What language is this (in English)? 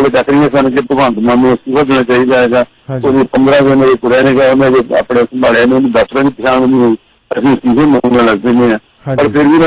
Punjabi